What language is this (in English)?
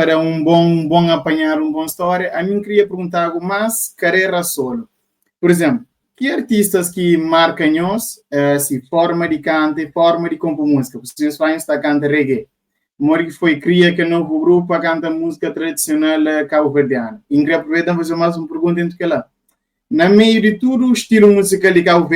Kabuverdianu